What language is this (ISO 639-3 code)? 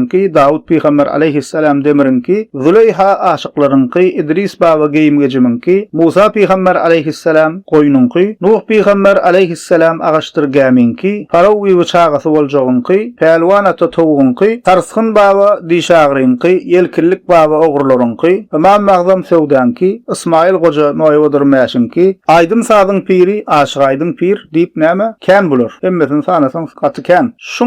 tuk